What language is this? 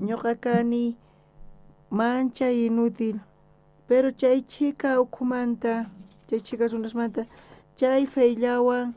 South Bolivian Quechua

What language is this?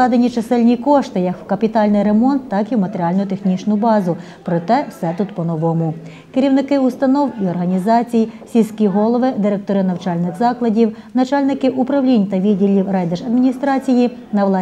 Ukrainian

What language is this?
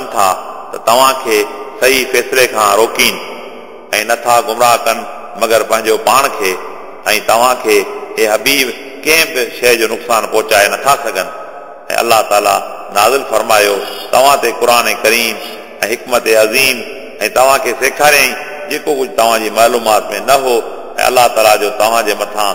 Sindhi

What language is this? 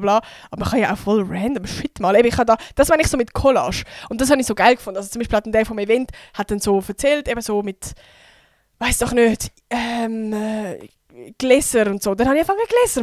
Swiss German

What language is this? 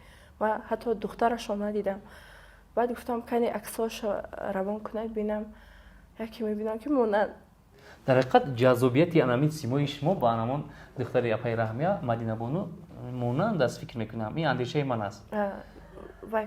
Tajik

